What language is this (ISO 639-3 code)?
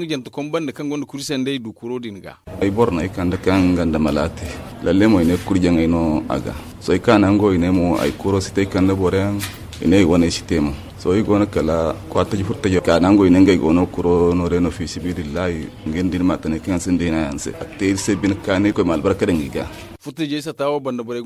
dje